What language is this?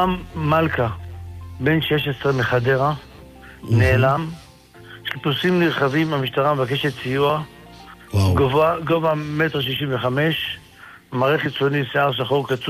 Hebrew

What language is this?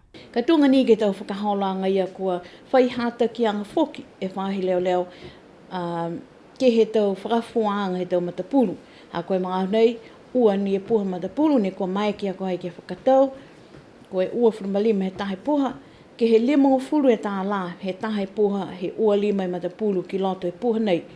Niuean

